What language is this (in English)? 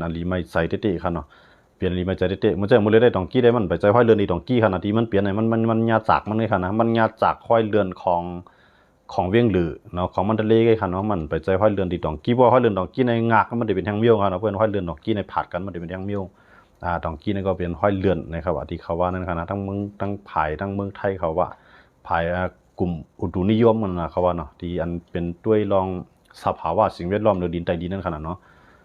Shan